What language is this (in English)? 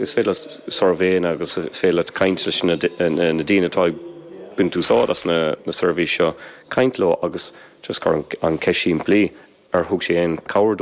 Irish